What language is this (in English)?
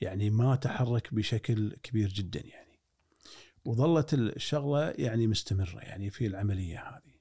Gulf Arabic